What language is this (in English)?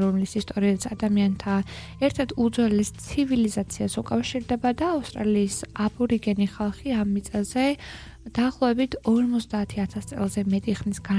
Georgian